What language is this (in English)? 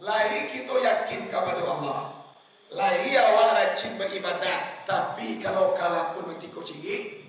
Minangkabau